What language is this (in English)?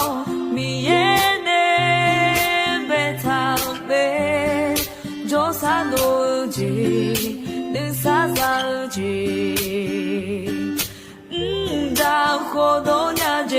Akha